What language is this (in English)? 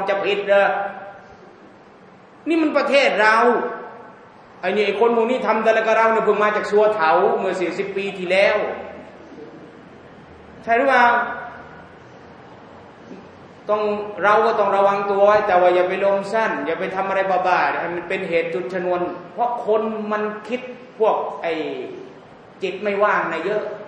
Thai